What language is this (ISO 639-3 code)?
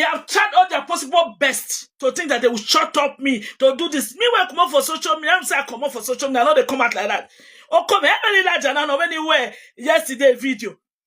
pcm